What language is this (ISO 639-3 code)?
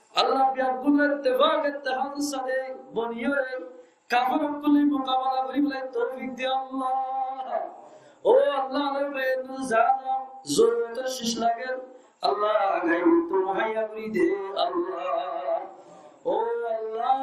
rhg